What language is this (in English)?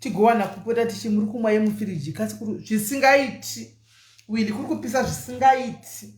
Shona